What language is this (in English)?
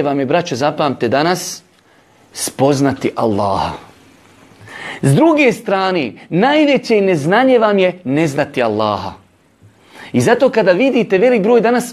Bosnian